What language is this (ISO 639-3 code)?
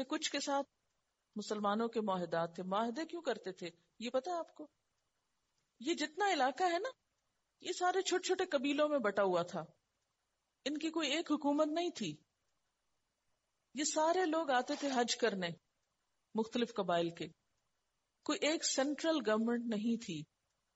urd